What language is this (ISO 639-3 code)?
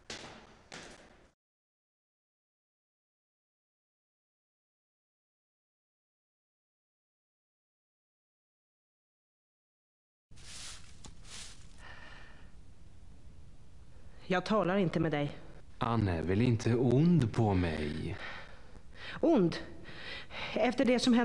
swe